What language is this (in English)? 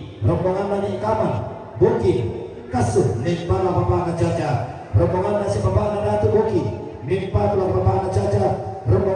Toraja-Sa'dan